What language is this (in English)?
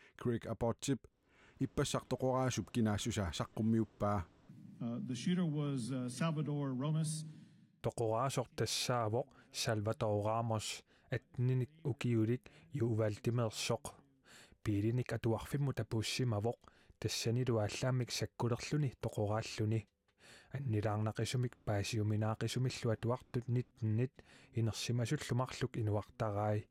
Kalaallisut